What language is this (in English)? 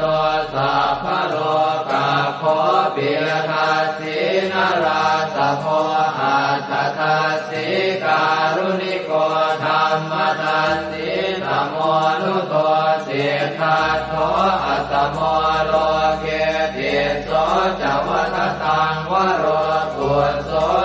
Pali